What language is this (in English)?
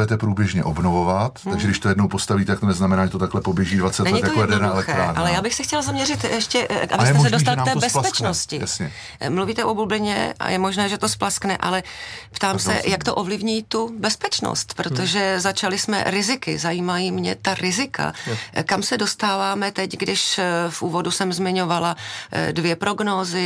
Czech